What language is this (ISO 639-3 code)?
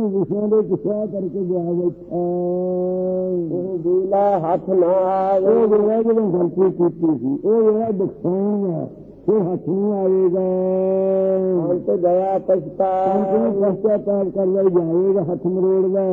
pan